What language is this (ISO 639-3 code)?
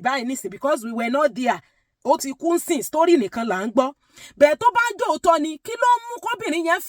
yor